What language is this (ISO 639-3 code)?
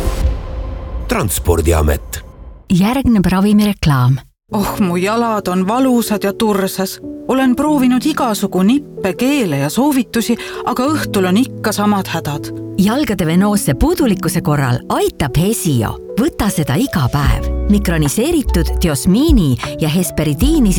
est